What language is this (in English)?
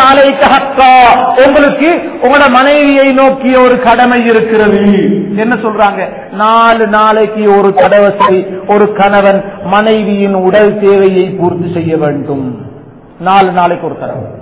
Tamil